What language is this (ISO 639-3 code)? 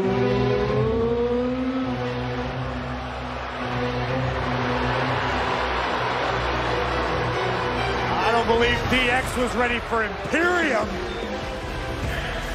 eng